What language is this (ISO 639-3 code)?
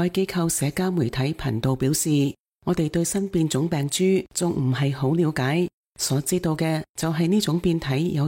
yue